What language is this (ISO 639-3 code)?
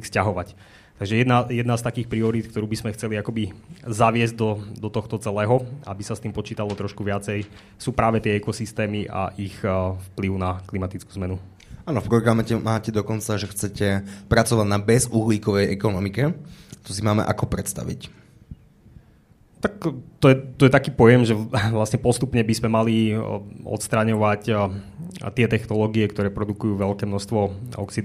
slk